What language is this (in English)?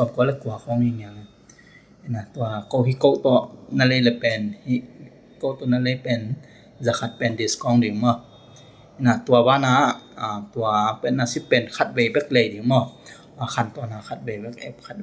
Tedim Chin